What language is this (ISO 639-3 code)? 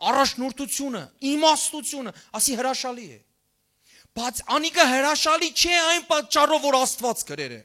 hyw